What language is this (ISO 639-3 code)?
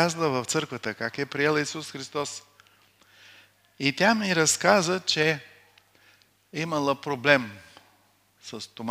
bul